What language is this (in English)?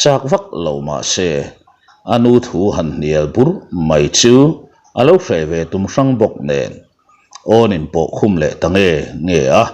Mizo